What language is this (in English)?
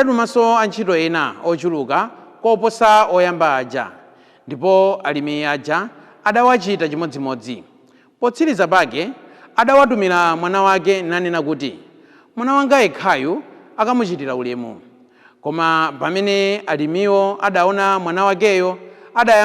Nyanja